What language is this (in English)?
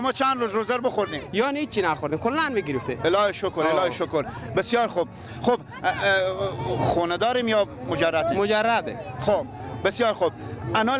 Persian